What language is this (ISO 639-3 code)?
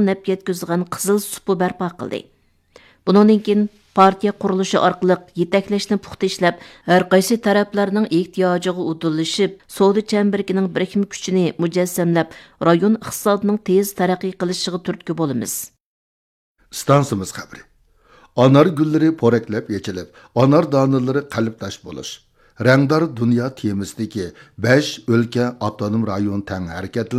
uig